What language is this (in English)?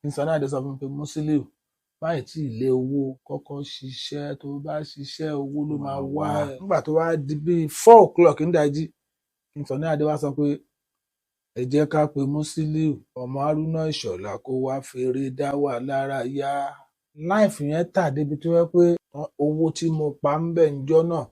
Yoruba